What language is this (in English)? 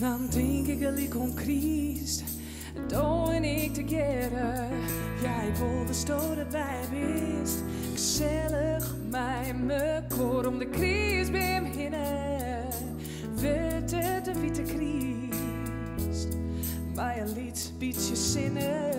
Western Frisian